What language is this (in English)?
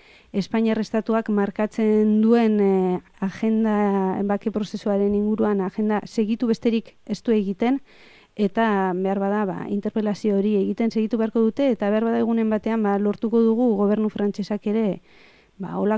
Basque